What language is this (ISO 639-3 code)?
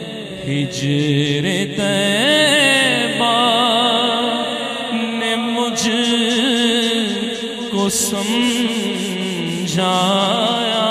urd